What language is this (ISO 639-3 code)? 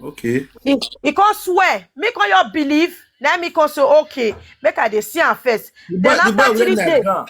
pcm